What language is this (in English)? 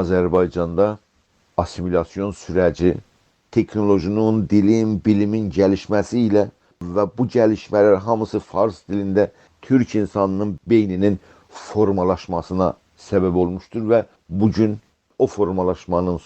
South Azerbaijani